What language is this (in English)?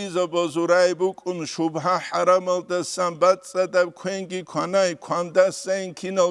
Avaric